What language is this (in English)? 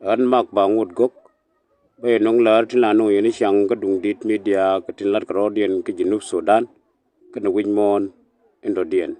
Nuer